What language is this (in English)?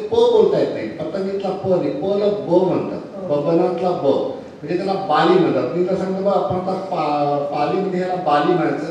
Marathi